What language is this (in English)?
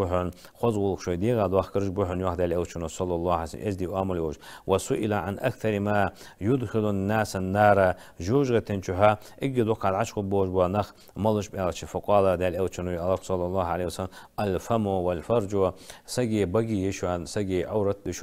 Ingush